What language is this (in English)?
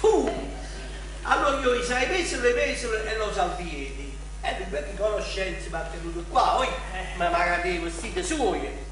Neapolitan